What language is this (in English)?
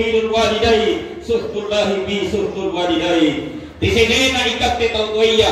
Makasar